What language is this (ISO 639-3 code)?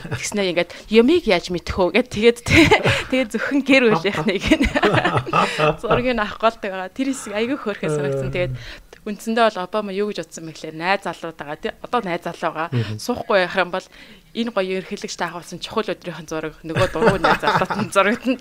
mon